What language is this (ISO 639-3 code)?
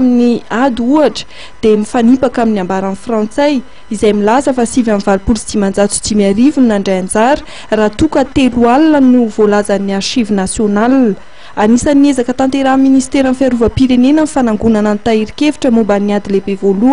mlg